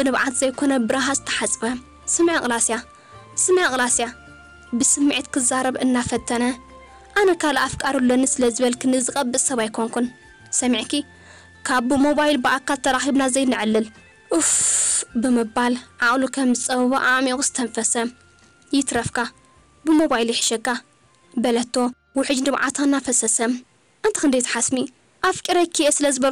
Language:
Tigrinya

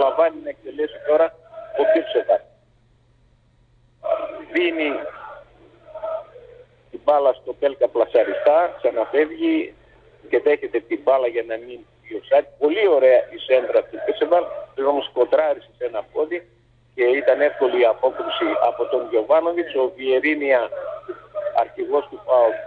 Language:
Greek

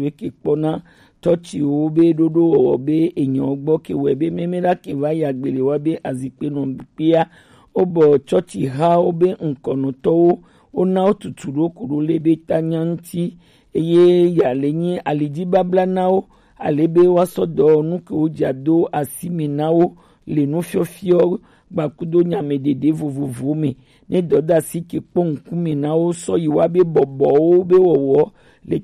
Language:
Gen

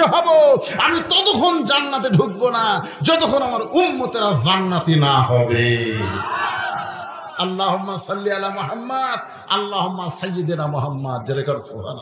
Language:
Bangla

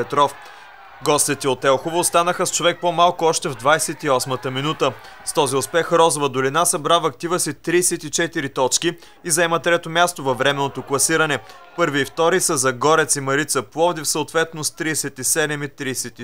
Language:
Bulgarian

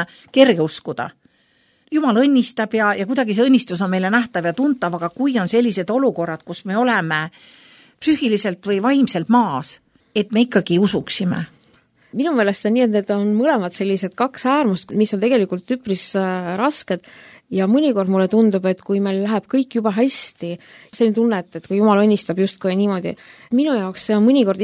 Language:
Estonian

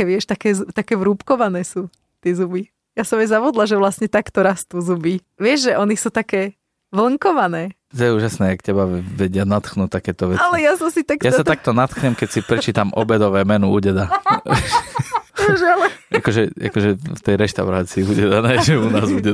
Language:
Slovak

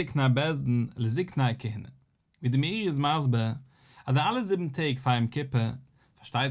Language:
Yiddish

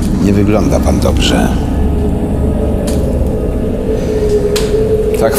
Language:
Polish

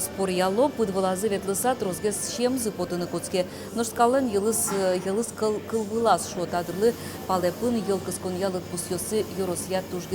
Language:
Udmurt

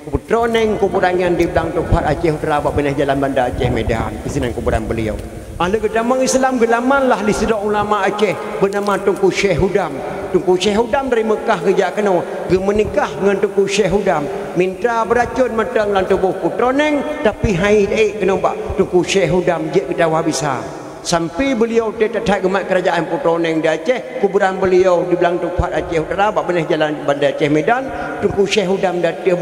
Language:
Achinese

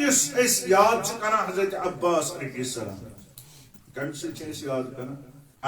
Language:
Kashmiri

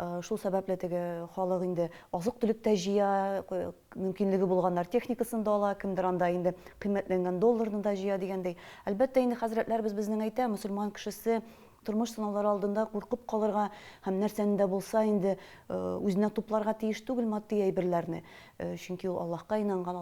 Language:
Tatar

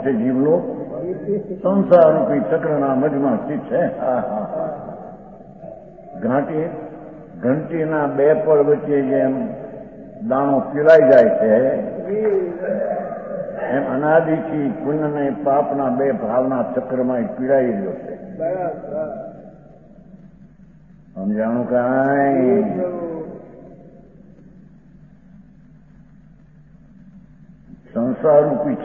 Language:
Gujarati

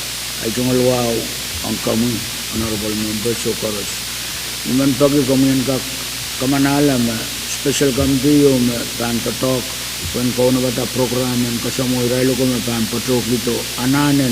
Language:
Pohnpeian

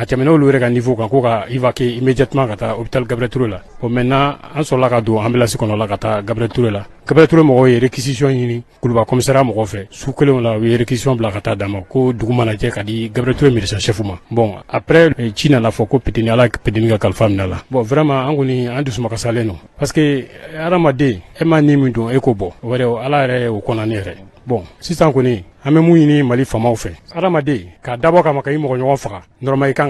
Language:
Bambara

